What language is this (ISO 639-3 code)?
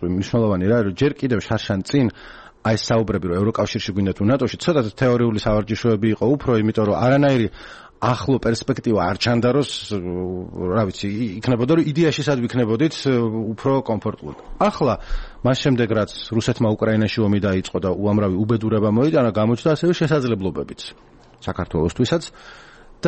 kat